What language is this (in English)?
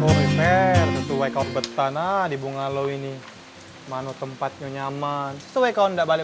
Musi